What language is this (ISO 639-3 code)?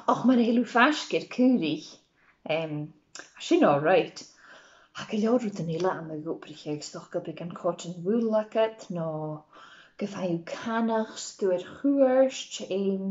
gla